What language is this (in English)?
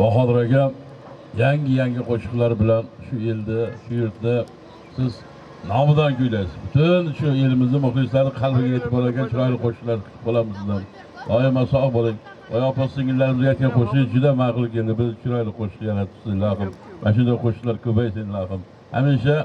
Uzbek